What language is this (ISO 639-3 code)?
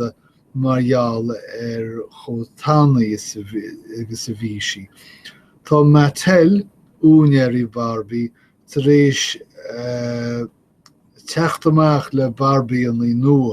gle